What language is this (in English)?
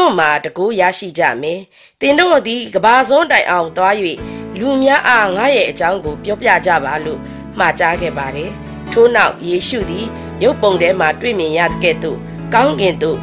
Burmese